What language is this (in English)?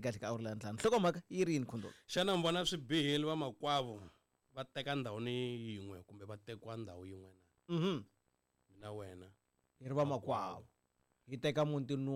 Tsonga